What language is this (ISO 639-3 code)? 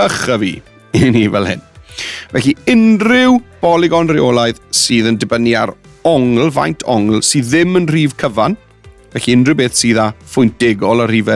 cym